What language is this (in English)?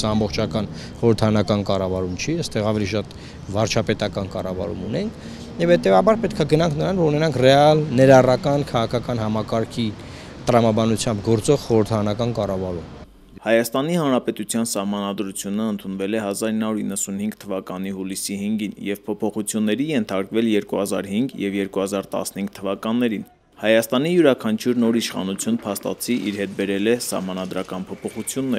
Armenian